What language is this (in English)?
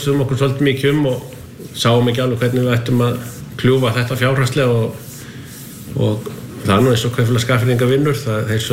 Icelandic